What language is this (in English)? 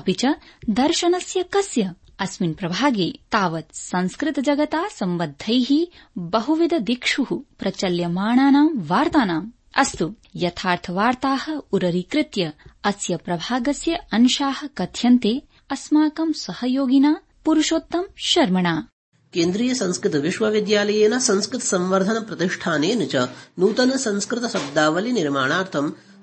Sanskrit